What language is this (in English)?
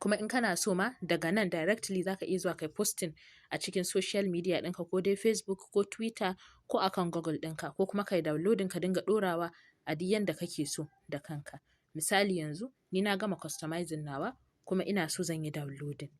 Hausa